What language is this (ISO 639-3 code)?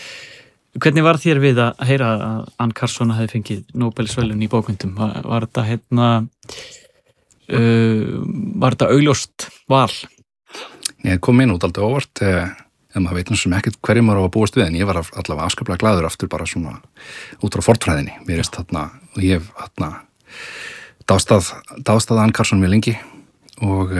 isl